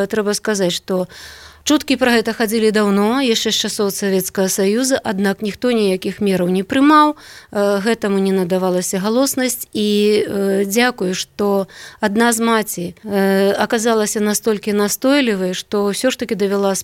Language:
Belarusian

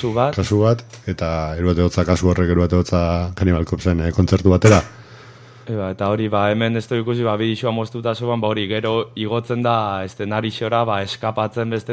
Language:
Basque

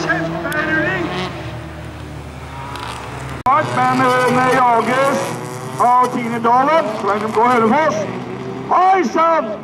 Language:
Norwegian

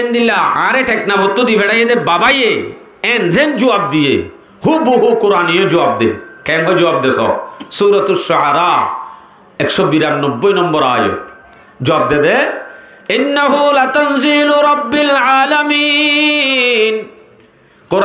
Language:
Rohingya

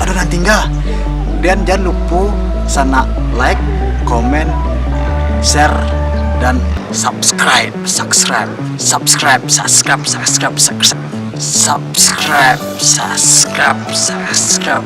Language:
Minangkabau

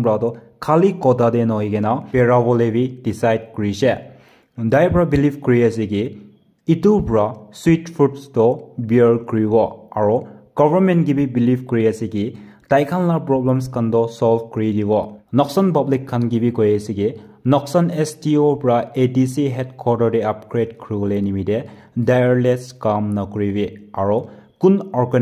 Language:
Naga Pidgin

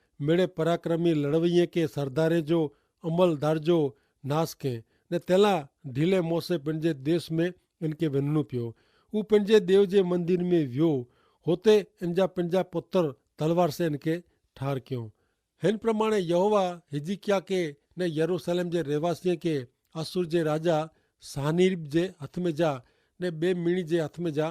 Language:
Kachhi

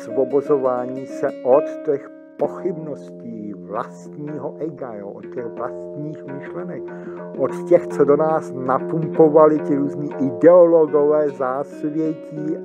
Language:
Czech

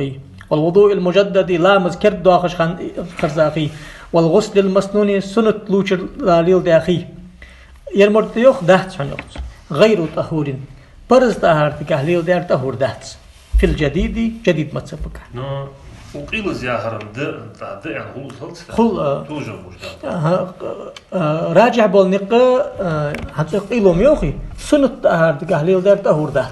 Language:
Ingush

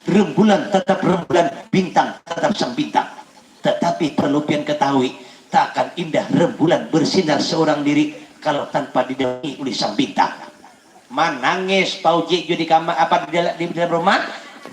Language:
Banjar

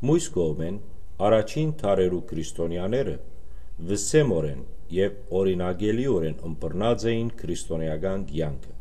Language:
Western Armenian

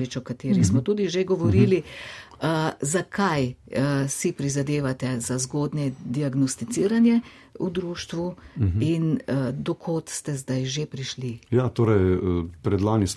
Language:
Slovenian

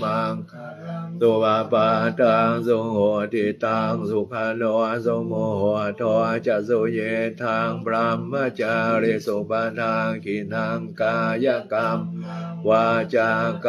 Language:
Pali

